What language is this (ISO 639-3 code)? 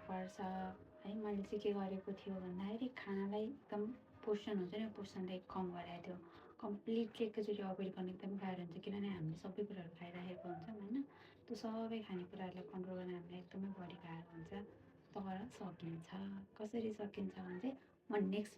nep